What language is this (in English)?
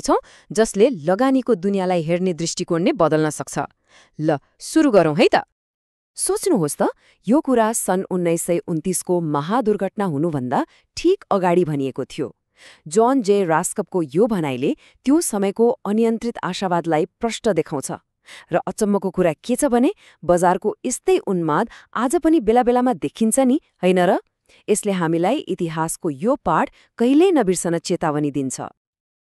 Nepali